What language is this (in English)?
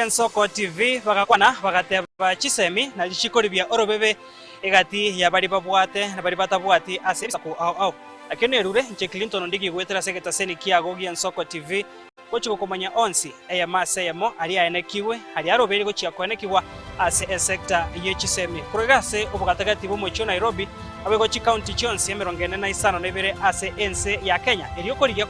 Gusii